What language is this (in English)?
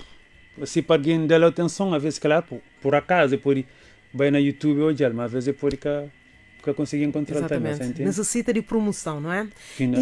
Kabuverdianu